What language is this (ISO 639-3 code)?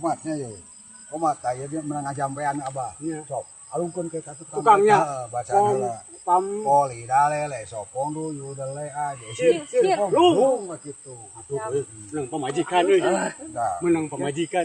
sun